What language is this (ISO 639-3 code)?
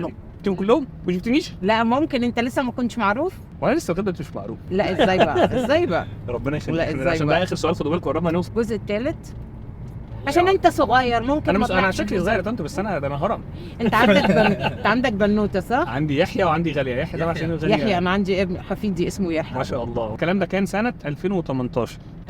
arz